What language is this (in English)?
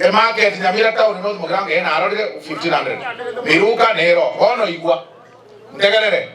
Gusii